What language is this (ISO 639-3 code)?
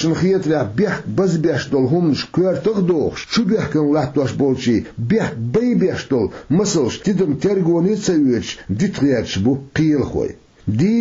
che